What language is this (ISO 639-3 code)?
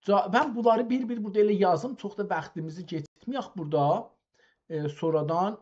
azb